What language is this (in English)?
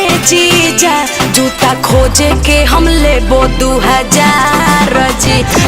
Magahi